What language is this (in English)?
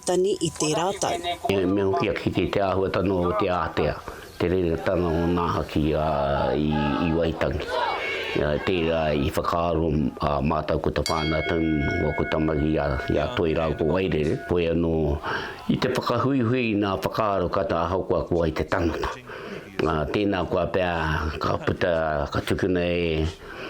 Māori